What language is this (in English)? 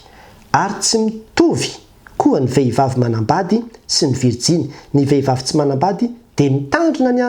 Malagasy